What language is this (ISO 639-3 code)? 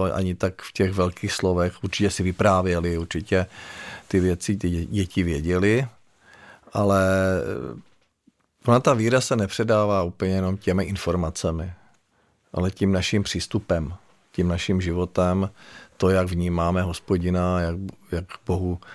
ces